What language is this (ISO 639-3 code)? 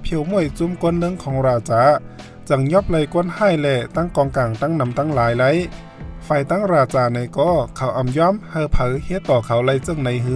shn